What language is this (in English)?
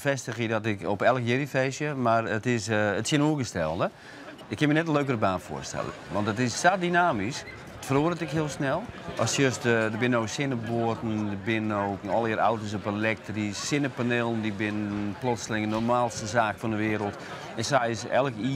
Western Frisian